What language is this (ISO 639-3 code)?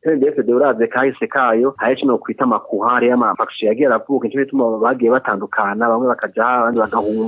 run